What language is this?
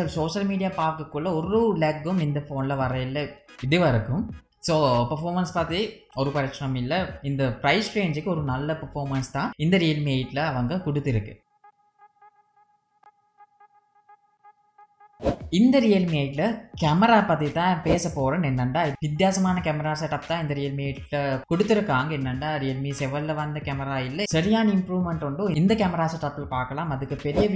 Tamil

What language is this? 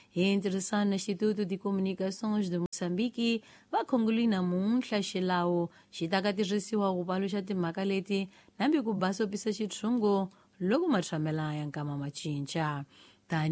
Tsonga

